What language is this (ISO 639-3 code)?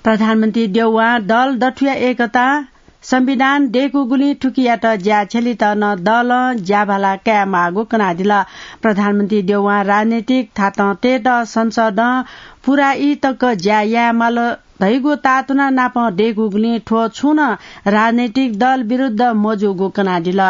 new